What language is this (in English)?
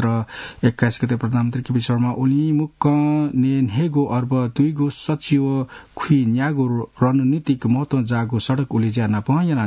Newari